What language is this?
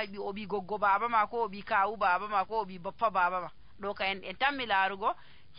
Nigerian Fulfulde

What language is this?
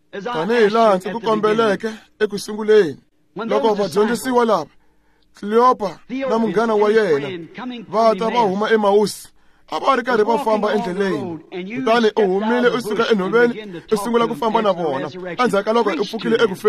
Tsonga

